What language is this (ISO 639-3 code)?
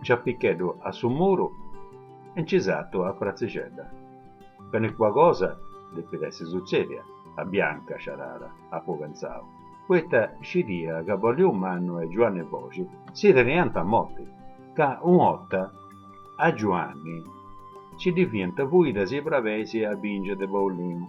srd